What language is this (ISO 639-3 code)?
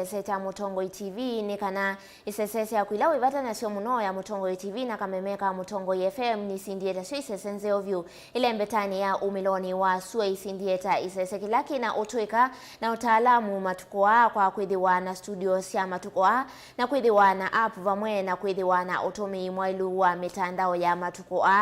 kam